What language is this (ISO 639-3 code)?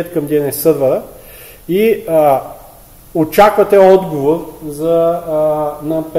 bul